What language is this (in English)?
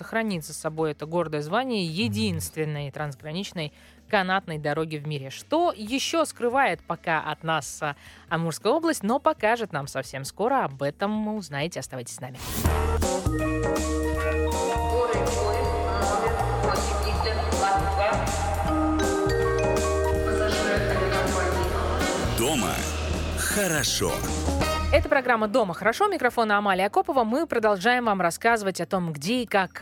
Russian